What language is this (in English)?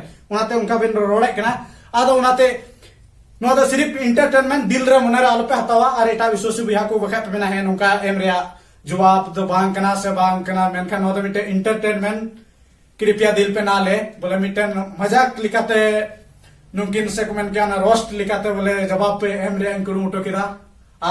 Santali